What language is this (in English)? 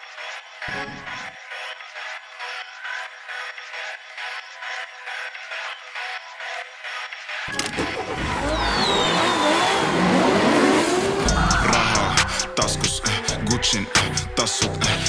Finnish